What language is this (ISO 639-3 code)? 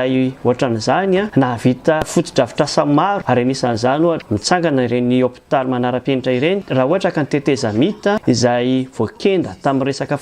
mlg